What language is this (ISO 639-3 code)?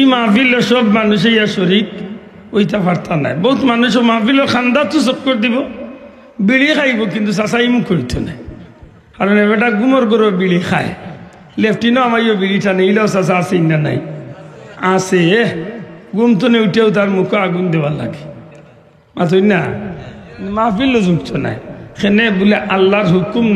syl